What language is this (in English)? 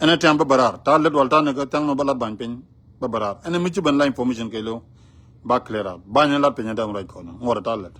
Nuer